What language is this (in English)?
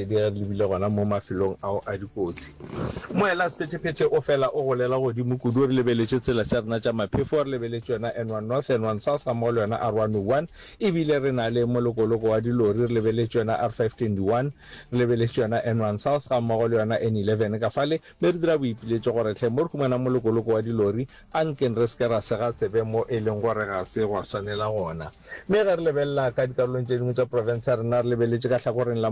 Northern Sotho